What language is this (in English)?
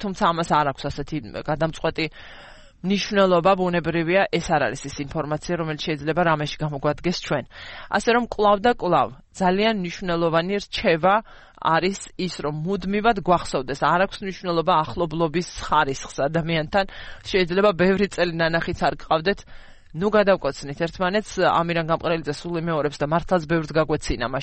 Georgian